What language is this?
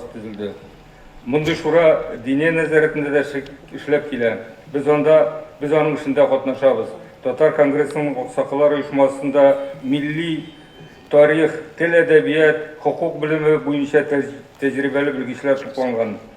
Tatar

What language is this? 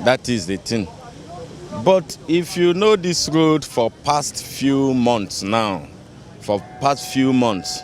Nigerian Pidgin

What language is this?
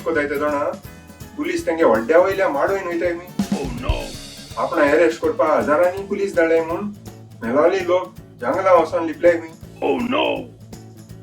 Konkani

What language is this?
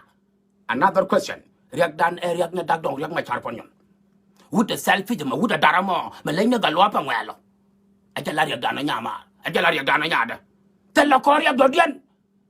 Nuer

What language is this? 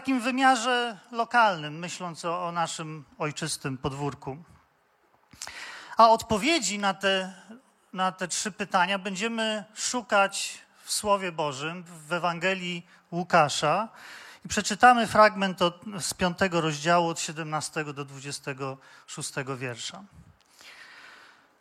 Polish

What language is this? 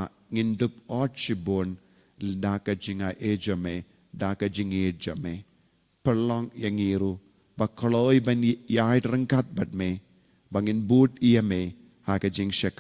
Khasi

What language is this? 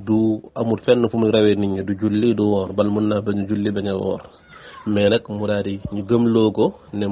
Wolof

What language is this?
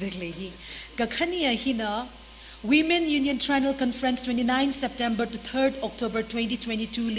Tangkhul Naga (India)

